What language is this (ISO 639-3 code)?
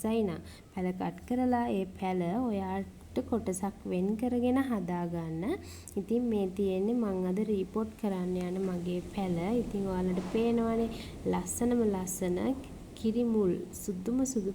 sin